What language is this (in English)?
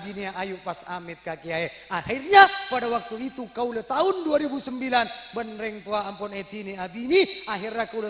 Madurese